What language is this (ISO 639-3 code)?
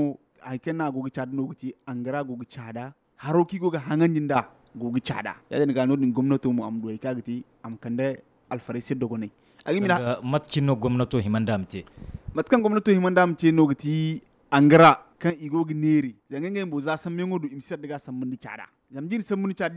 dje